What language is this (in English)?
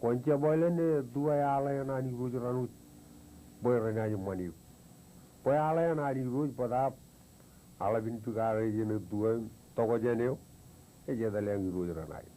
Marshallese